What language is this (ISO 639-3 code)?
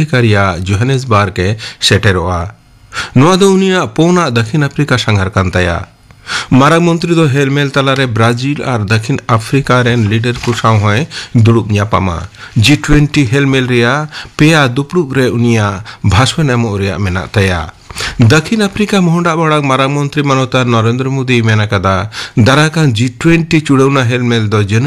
sat